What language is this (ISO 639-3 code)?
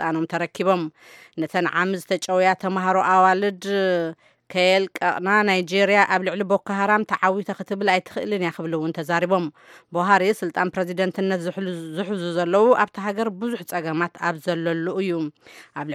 tir